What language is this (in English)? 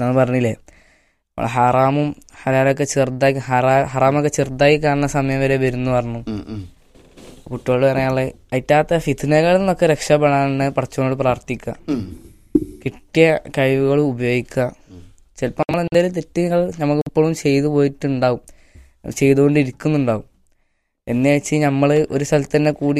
Malayalam